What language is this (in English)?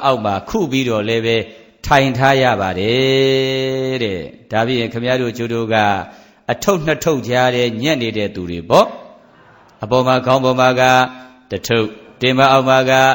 Burmese